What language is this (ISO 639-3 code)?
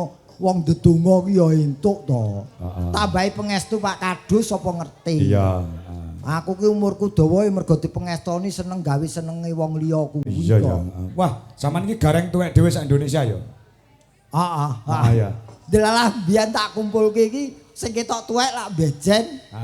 jav